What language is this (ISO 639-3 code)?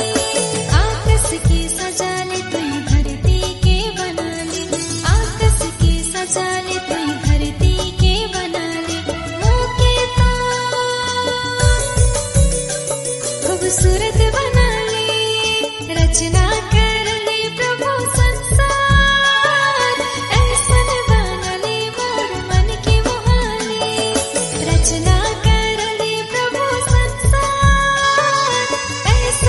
sck